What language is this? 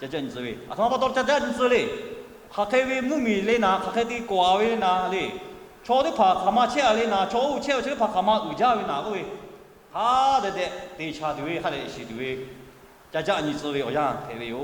Lahu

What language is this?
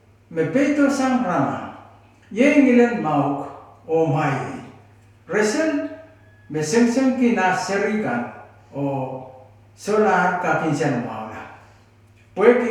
Pohnpeian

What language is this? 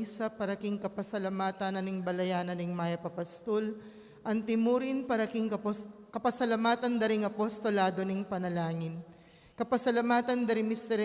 Pampanga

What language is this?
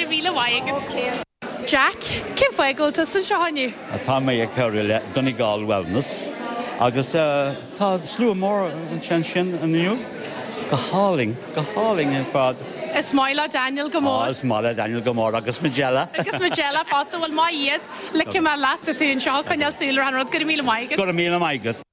Irish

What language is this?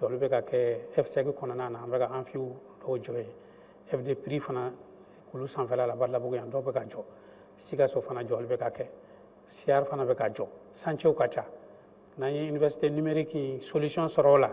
Bambara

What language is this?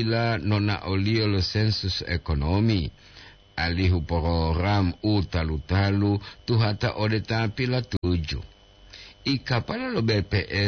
Gorontalo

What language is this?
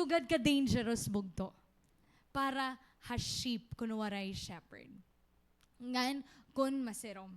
Waray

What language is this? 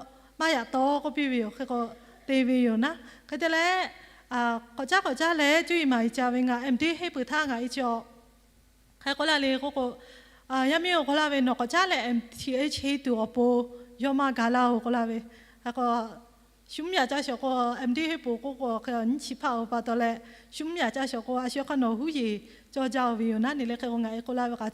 Lahu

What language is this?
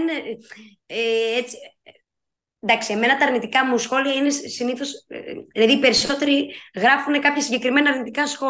Greek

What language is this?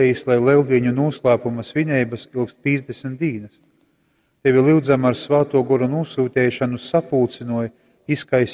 Latgalian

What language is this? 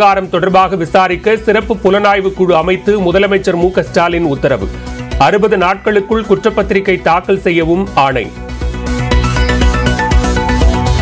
Tamil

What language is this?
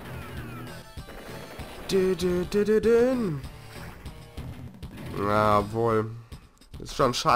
German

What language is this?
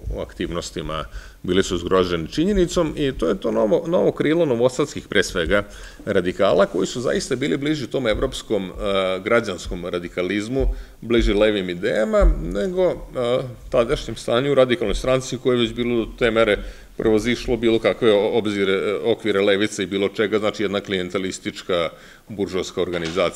Serbian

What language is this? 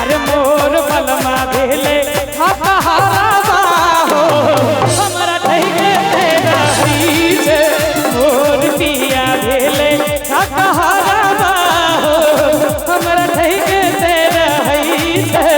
Maithili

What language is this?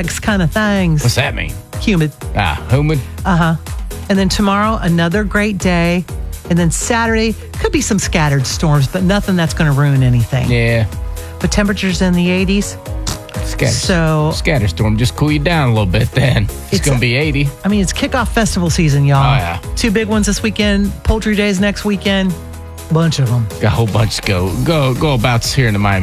English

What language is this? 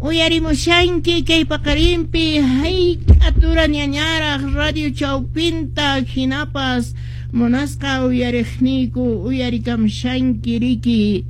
Quechua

